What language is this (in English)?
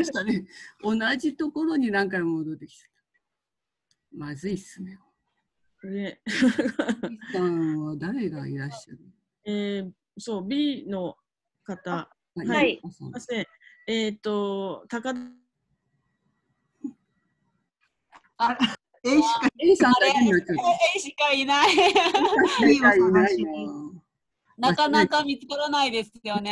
Japanese